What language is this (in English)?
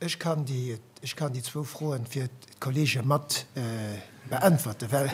Luxembourgish